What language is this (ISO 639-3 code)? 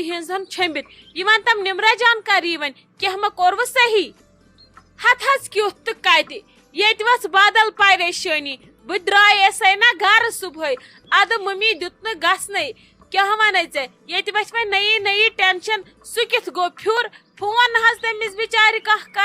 kas